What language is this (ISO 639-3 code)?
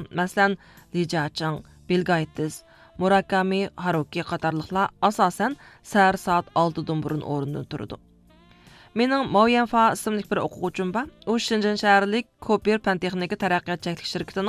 uig